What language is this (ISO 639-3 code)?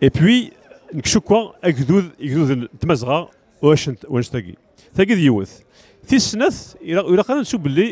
kab